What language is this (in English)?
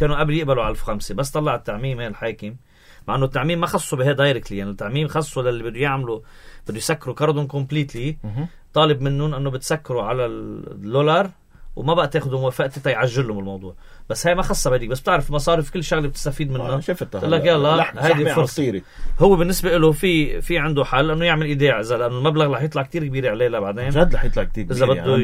North Levantine Arabic